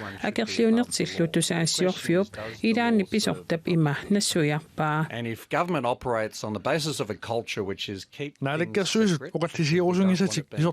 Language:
Kalaallisut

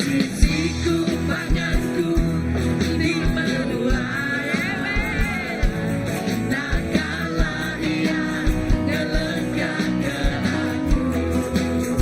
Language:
Iban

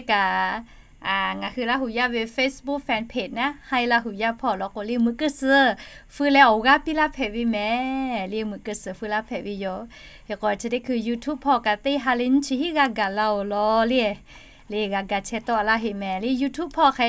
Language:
Lahu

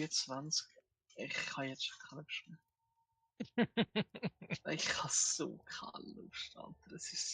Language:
Swiss German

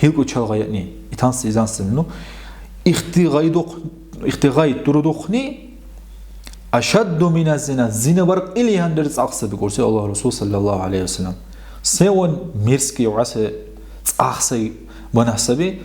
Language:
Dargwa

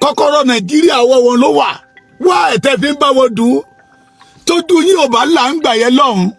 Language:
Yoruba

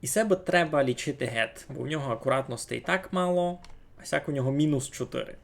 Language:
Rusyn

